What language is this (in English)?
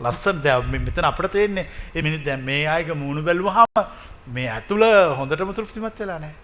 Sinhala